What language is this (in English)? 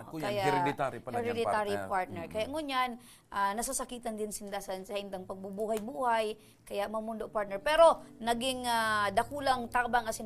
Bikol